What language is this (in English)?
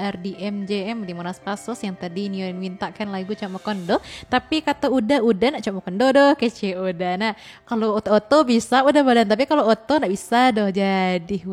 Minangkabau